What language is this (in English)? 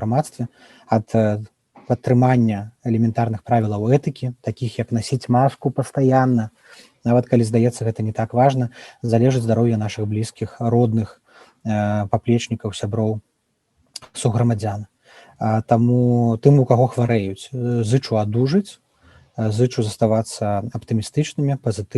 Belarusian